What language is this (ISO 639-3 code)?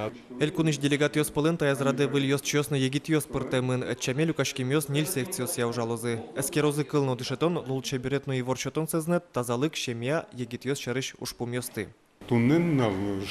udm